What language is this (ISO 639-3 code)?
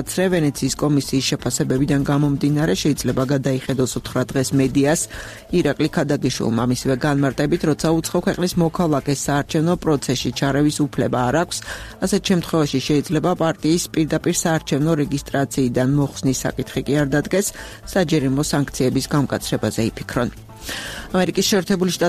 kat